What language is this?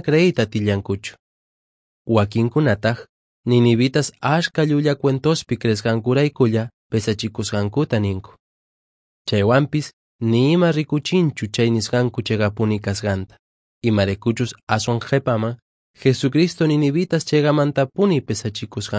Quechua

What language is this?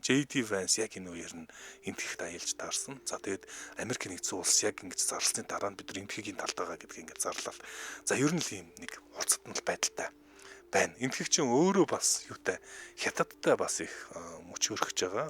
Mongolian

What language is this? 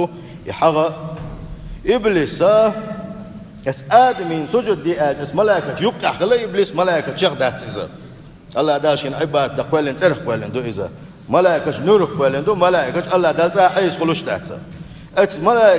Chechen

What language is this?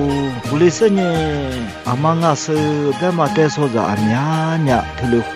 Lisu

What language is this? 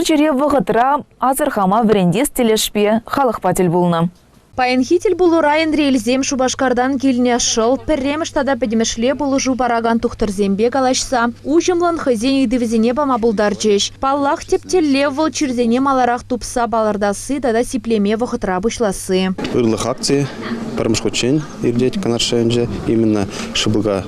Chuvash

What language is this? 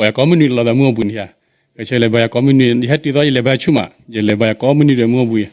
S'gaw Karen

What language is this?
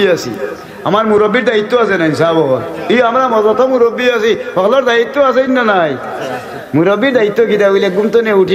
Sylheti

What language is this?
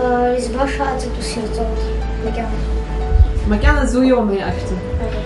Abkhazian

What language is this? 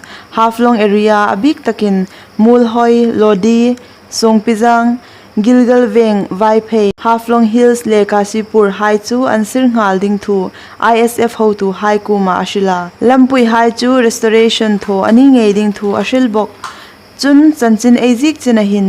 Hmar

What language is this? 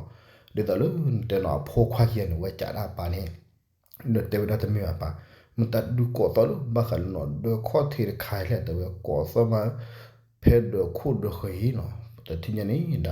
S'gaw Karen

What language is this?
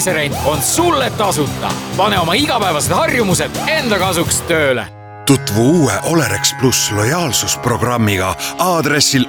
Estonian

